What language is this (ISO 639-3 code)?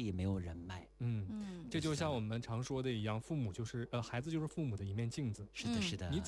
zho